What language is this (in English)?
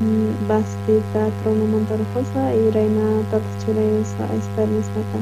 South Bolivian Quechua